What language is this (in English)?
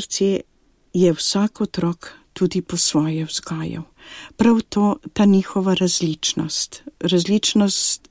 Slovenian